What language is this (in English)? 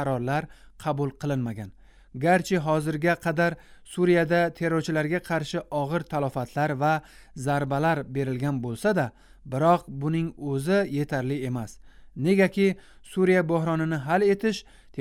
Uzbek